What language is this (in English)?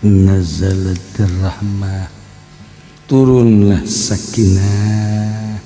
Sundanese